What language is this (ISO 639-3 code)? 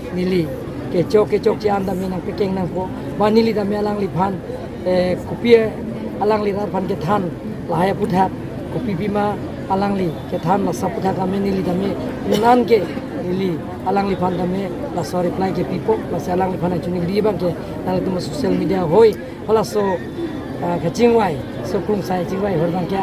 mjw